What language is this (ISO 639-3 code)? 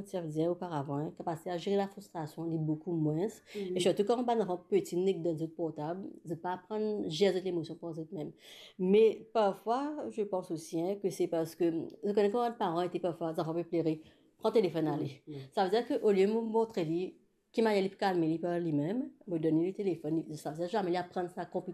mfe